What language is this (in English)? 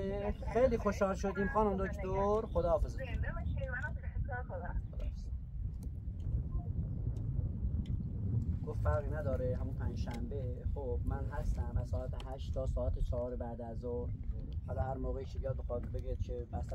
Persian